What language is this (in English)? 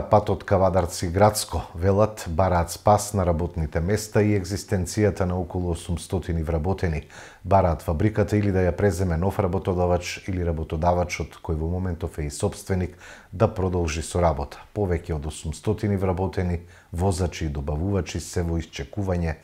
Macedonian